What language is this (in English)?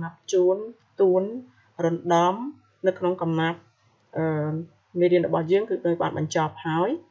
Khmer